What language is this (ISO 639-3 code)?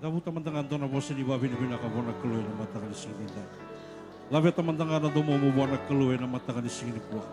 fij